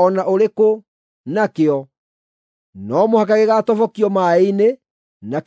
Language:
Kikuyu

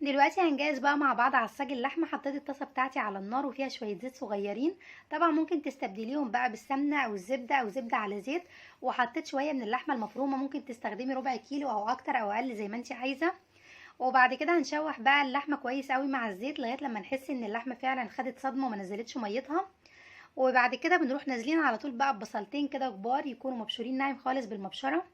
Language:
Egyptian Arabic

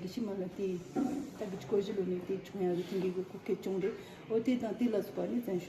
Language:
Tibetan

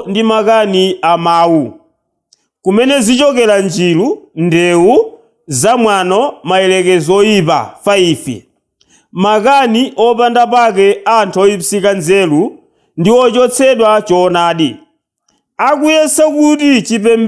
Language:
Nyanja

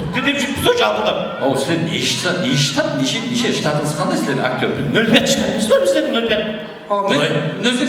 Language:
Kara-Kalpak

